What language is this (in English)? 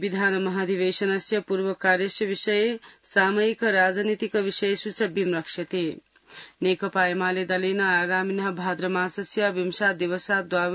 Sanskrit